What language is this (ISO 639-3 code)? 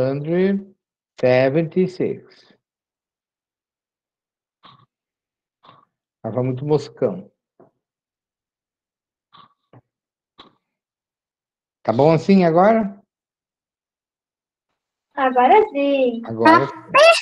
por